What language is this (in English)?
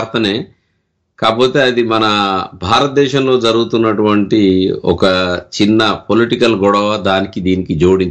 Telugu